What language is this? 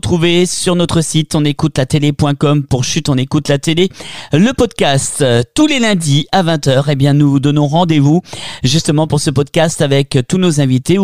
French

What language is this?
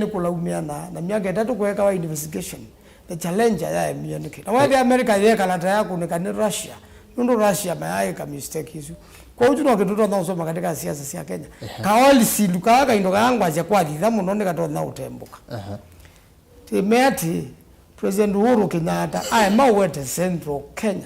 Kamba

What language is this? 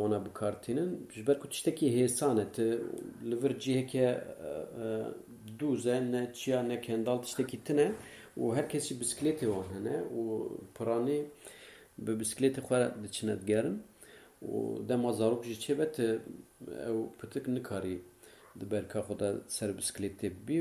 Kurdish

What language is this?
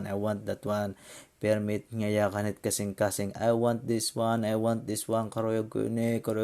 Waray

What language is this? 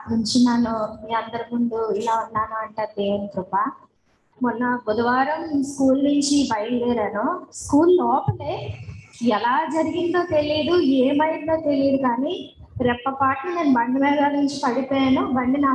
Telugu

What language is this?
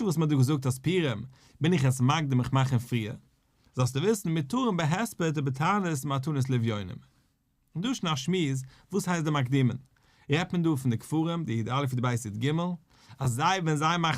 Yiddish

